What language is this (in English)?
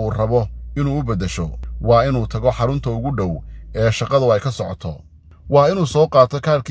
Somali